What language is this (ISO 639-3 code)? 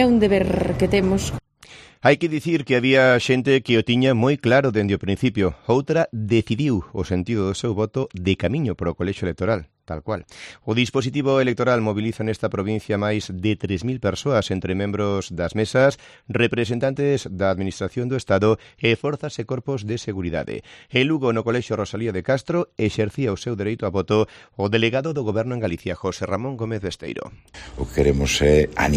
glg